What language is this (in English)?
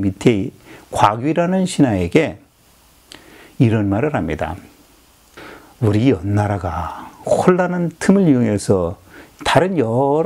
Korean